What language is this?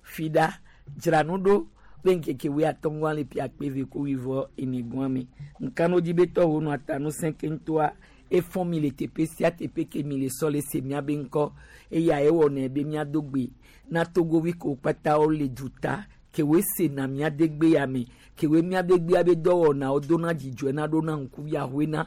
Gen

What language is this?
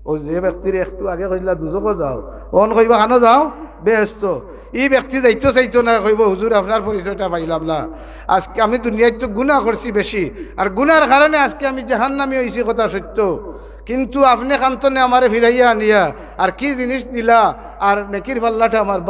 Sylheti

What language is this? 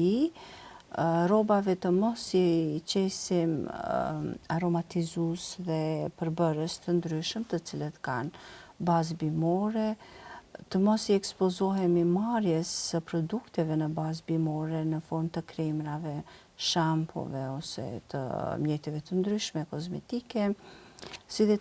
Albanian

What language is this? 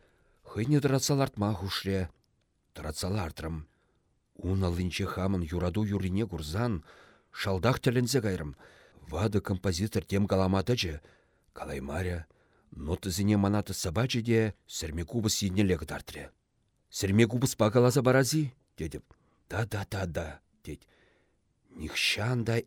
Chuvash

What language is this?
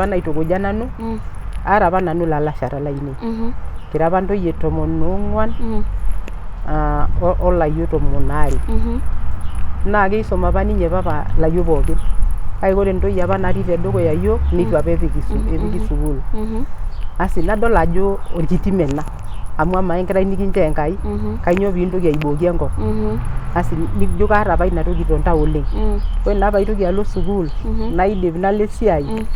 Masai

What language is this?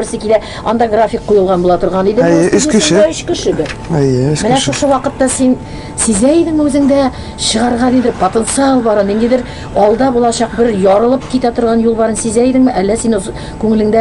Tatar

